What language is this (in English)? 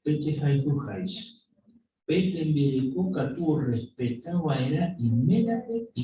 Guarani